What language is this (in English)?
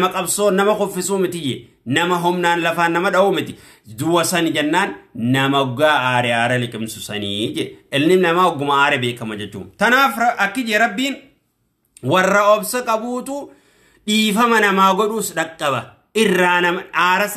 Oromo